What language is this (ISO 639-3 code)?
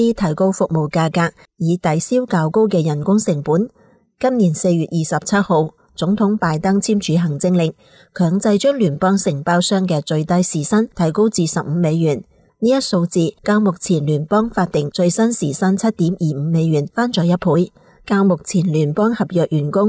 yue